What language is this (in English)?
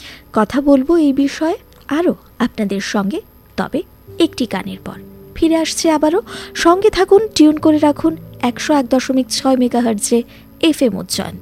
Bangla